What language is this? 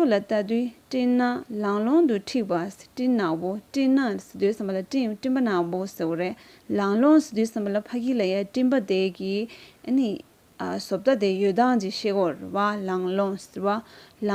Tibetan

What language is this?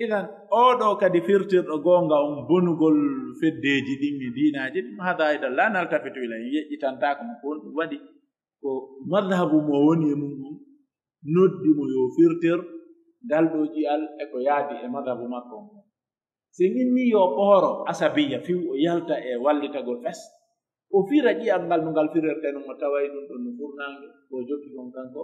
Pular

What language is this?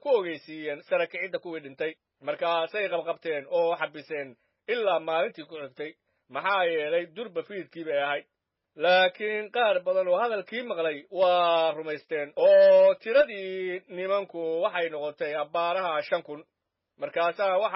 Somali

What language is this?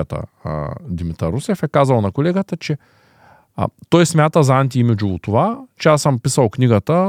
Bulgarian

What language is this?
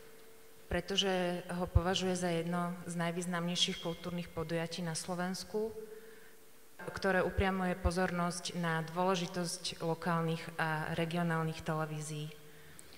Slovak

